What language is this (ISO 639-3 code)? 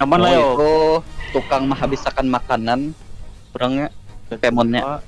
bjn